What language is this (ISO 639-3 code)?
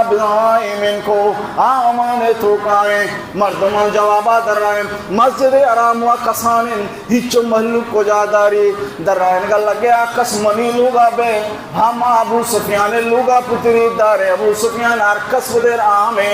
bal